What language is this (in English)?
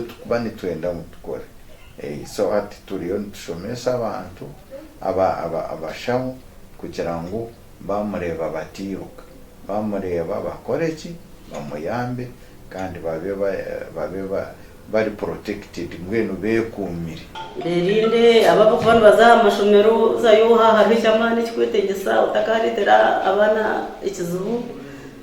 Nyankole